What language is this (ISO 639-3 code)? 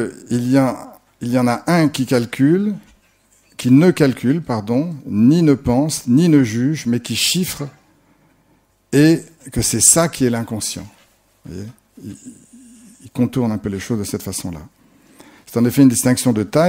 fra